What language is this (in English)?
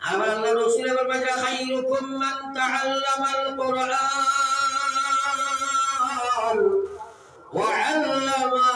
Sylheti